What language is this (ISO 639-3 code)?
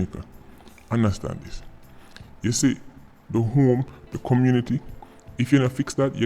jam